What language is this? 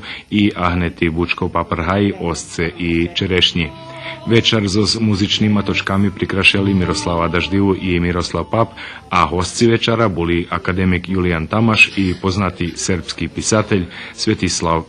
Rusyn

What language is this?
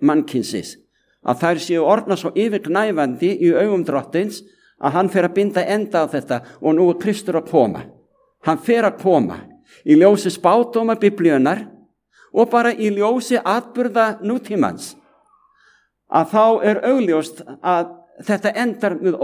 Icelandic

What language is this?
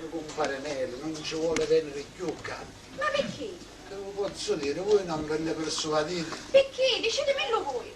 Sicilian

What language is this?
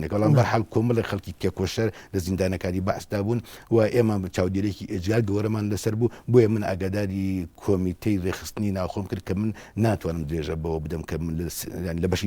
Central Kurdish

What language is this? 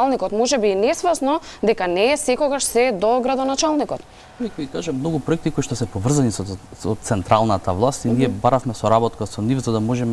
Macedonian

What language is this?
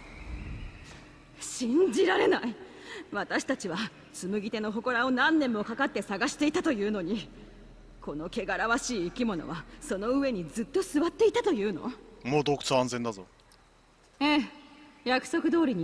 Japanese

